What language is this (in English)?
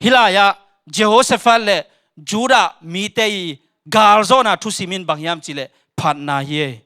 Tedim Chin